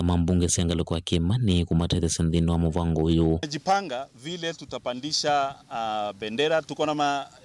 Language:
Kamba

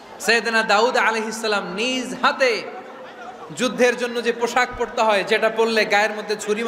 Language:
Bangla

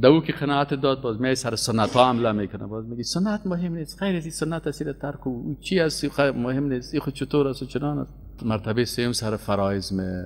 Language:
Persian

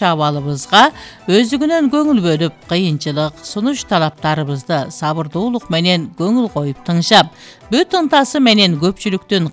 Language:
Kyrgyz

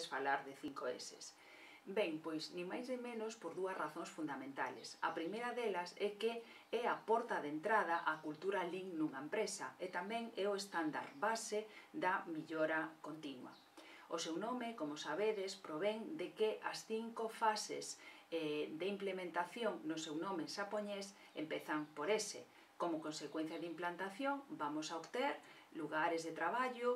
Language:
Galician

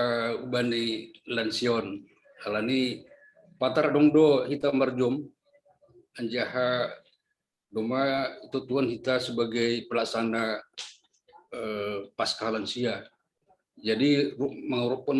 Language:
Batak Simalungun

